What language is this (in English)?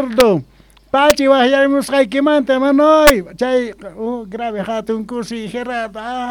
Quechua